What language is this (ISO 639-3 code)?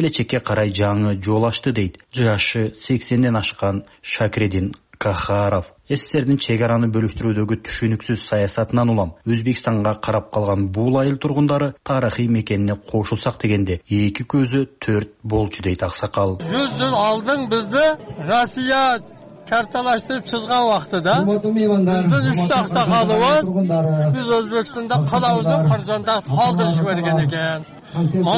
kir